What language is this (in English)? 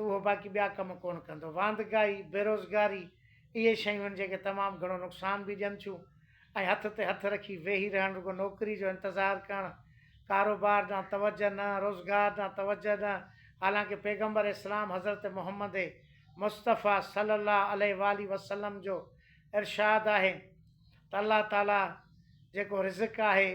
Sindhi